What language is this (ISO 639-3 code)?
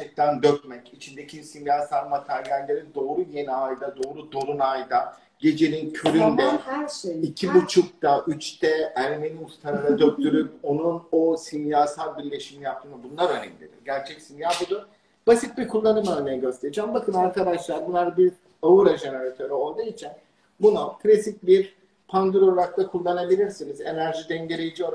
tur